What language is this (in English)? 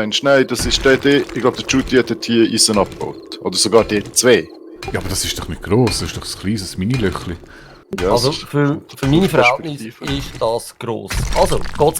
Swiss German